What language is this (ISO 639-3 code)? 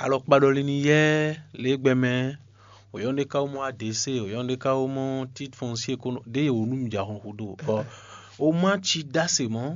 fon